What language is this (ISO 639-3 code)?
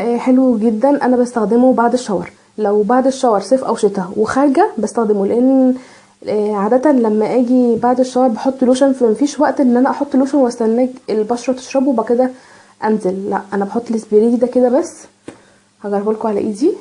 arz